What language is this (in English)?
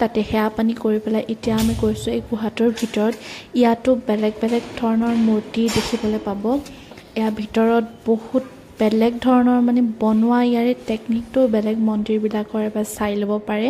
Assamese